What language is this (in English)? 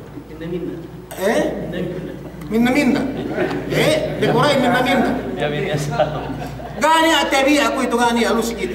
Yakan